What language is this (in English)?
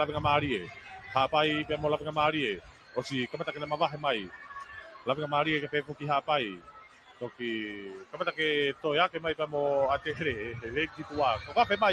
Tongan